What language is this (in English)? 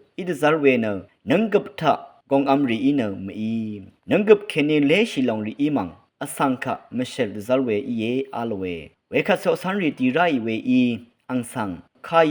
Rawang